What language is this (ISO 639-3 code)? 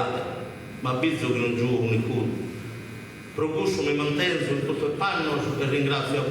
srd